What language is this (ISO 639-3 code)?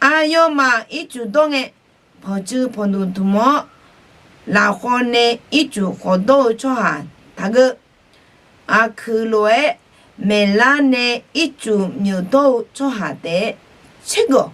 ahk